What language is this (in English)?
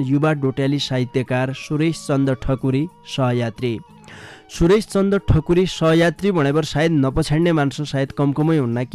Dotyali